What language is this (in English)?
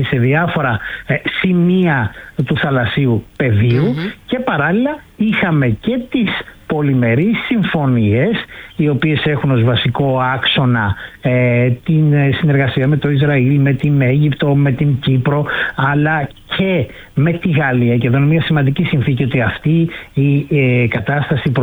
Greek